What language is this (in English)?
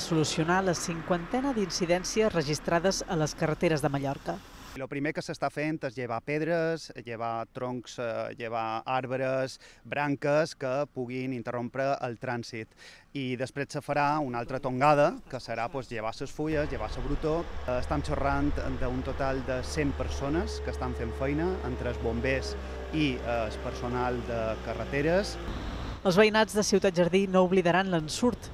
Catalan